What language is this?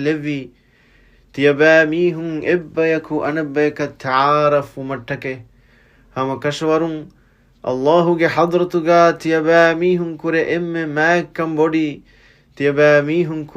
Divehi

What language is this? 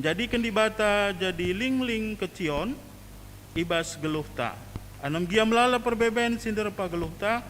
Batak Karo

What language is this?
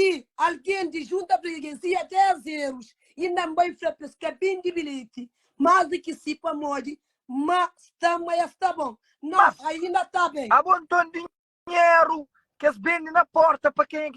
Kabuverdianu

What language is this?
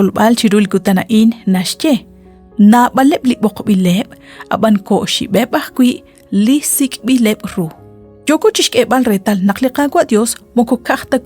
Kekchí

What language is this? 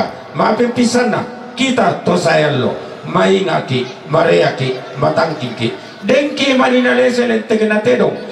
Toraja-Sa'dan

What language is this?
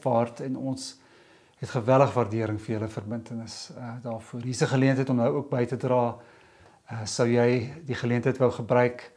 Afrikaans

